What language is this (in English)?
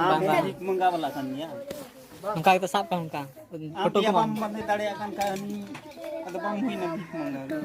Santali